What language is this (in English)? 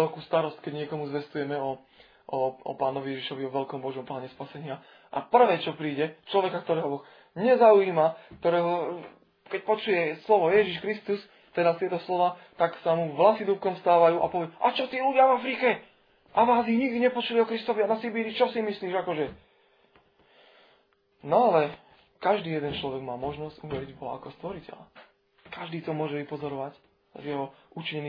Slovak